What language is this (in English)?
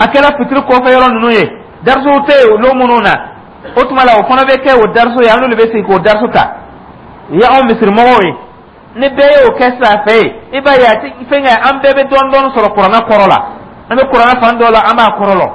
Dyula